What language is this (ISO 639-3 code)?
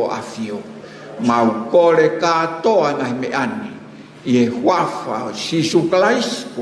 ton